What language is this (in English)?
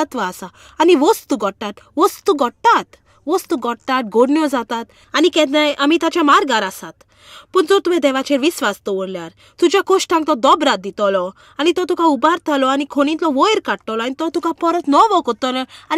Konkani